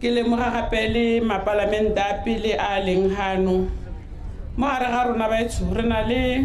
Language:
Tswana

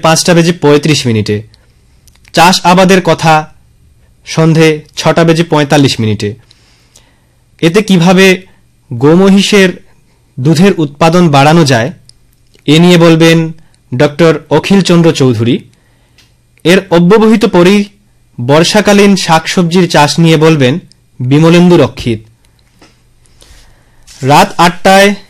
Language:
Bangla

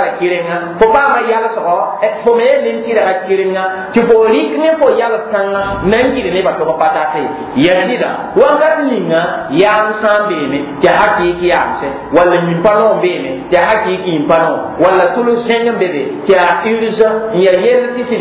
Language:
Mossi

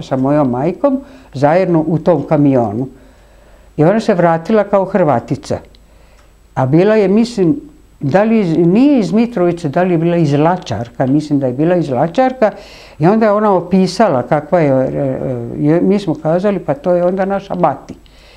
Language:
Serbian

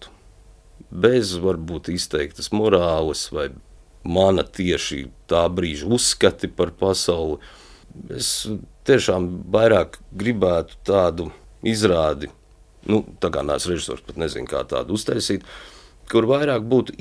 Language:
Latvian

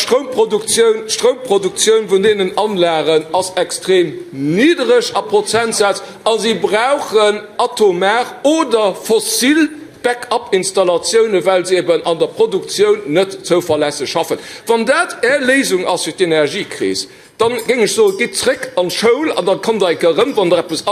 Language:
Luxembourgish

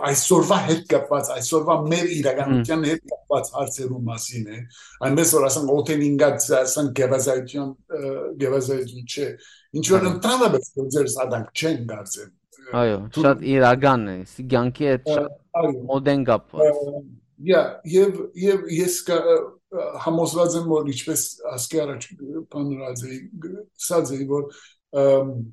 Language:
Western Armenian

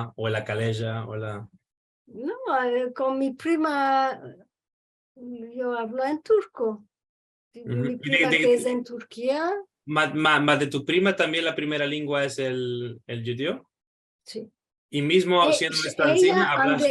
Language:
Ladino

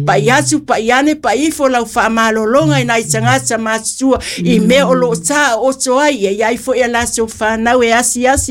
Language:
Samoan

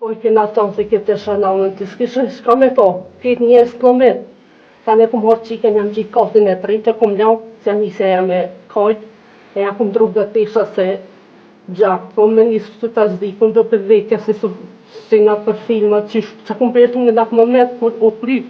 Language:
Albanian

